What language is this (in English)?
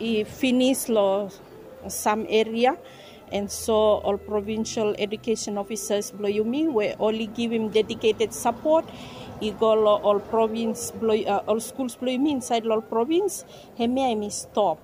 Bislama